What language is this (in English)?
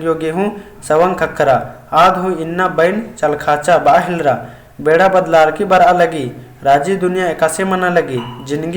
Kurukh